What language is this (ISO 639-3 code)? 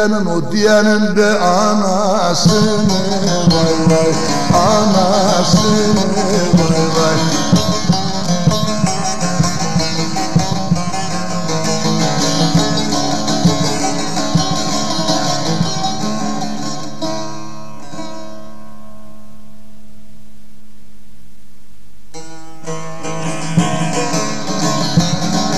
tur